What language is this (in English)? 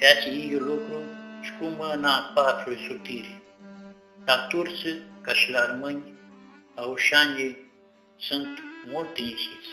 Aromanian